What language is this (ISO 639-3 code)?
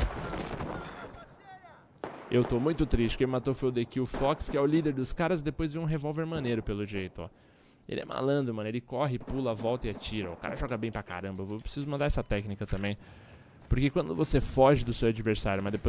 por